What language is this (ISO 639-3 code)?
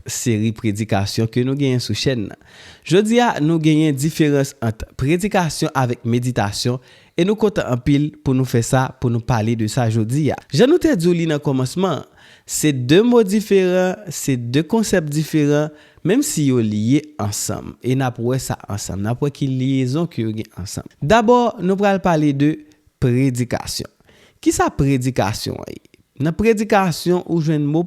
hat